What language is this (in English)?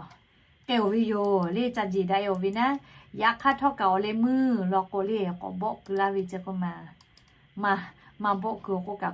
Lahu